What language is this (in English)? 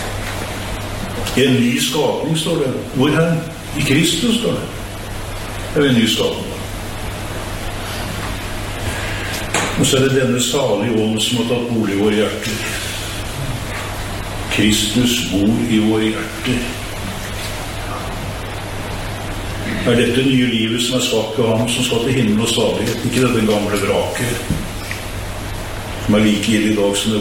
Norwegian